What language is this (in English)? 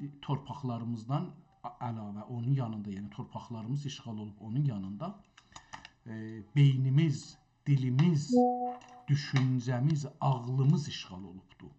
South Azerbaijani